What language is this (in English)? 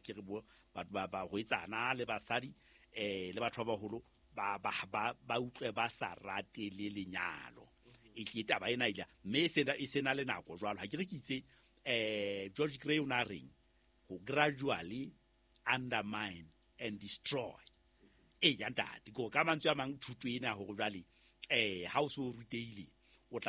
Southern Sotho